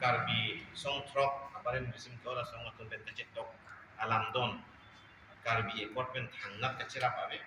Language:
Karbi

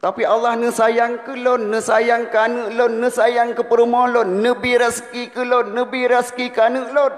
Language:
Achinese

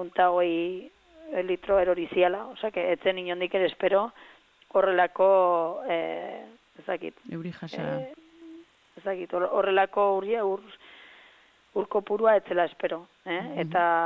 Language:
Basque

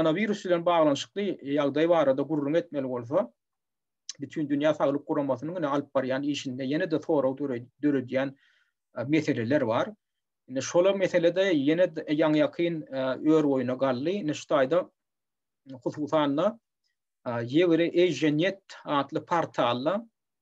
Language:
Turkmen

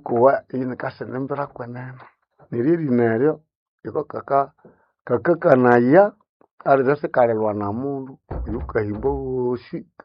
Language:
Nande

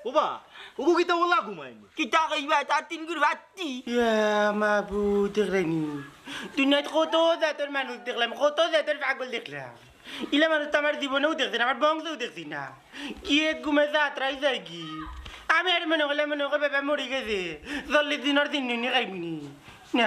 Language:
Sylheti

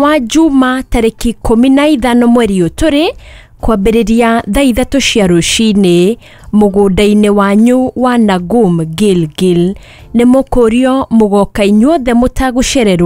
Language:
Kikuyu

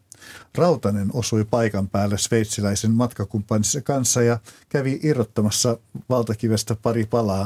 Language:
Finnish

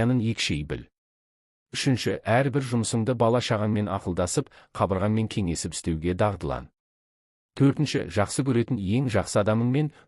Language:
Kazakh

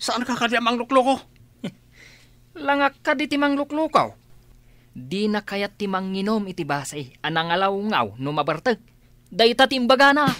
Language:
Iloko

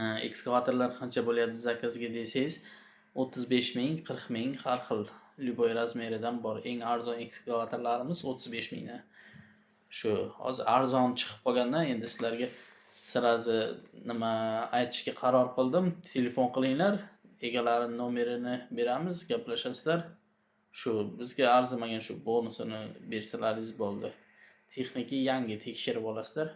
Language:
Uzbek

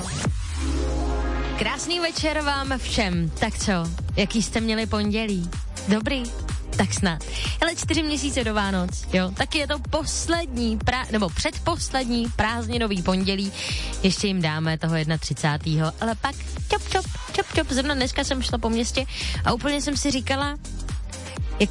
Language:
Czech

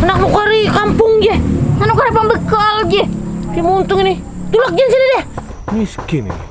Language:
Banjar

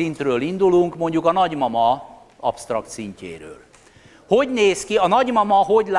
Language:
Hungarian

